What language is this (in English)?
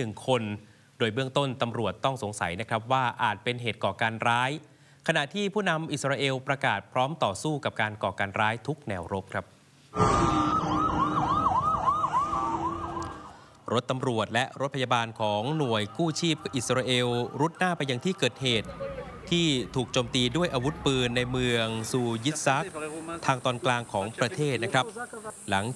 Thai